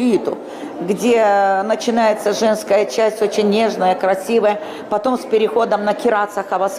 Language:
Gagauz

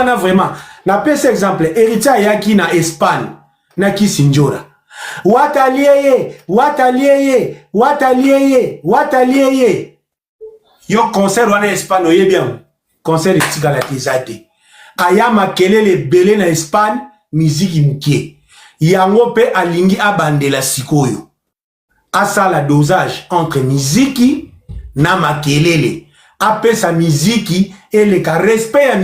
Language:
Lingala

